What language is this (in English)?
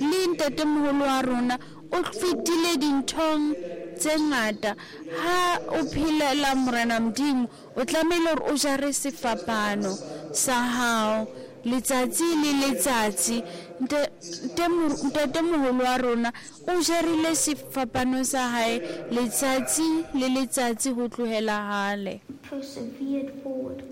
Southern Sotho